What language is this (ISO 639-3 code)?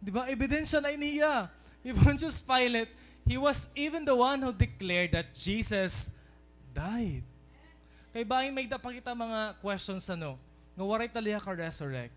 war